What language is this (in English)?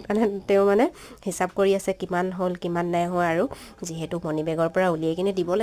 Assamese